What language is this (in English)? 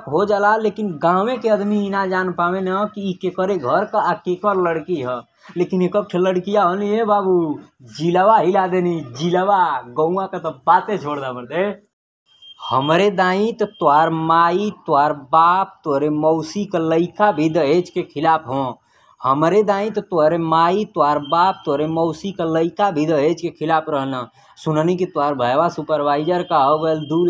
Bhojpuri